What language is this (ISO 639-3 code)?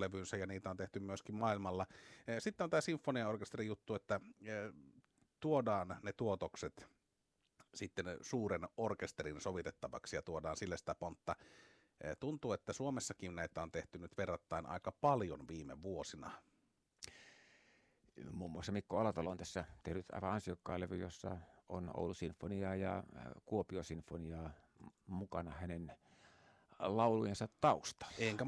fin